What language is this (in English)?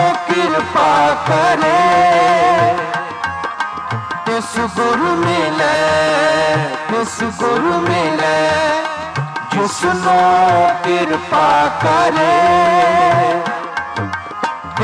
Punjabi